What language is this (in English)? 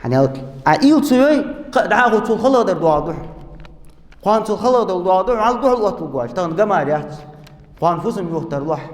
Ingush